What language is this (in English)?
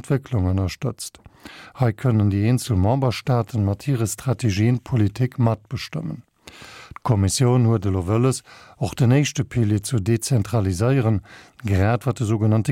Luxembourgish